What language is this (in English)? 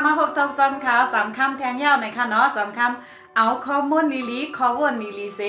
Shan